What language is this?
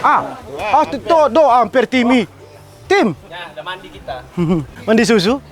Manado Malay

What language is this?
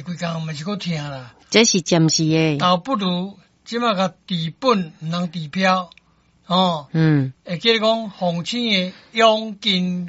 Min Nan Chinese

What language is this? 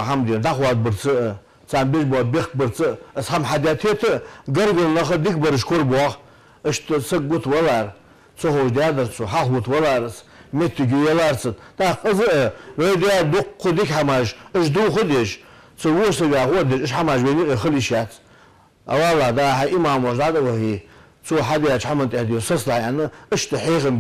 Ingush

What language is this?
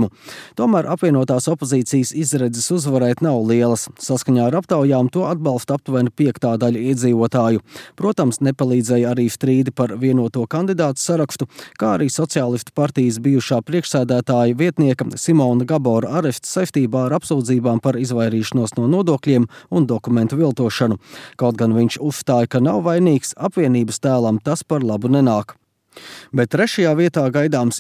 Latvian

